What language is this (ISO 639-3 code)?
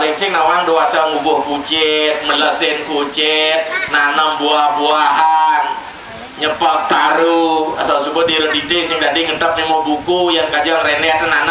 ban